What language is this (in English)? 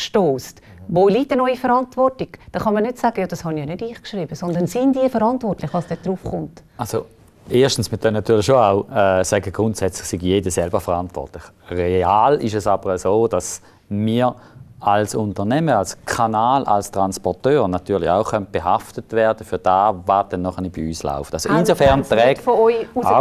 German